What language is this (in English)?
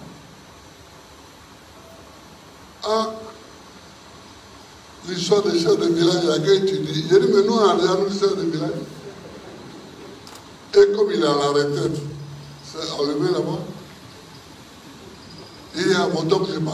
French